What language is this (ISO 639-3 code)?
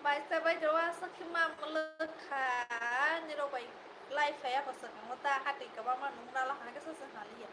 trp